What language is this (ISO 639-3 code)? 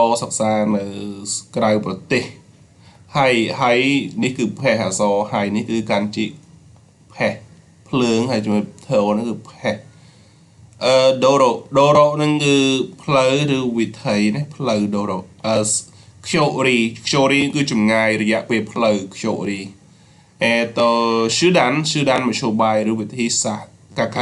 khm